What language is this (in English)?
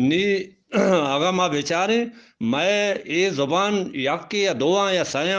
Eastern Balochi